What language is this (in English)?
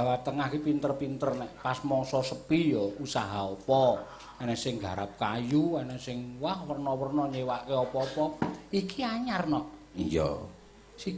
Javanese